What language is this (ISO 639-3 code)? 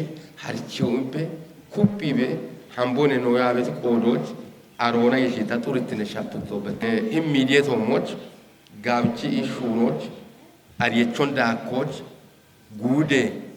kbr